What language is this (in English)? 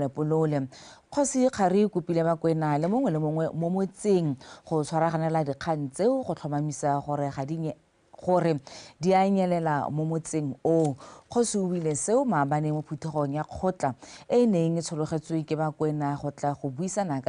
Tswana